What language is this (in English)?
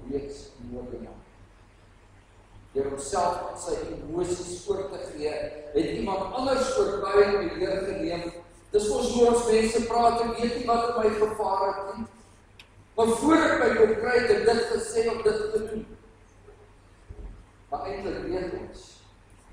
Afrikaans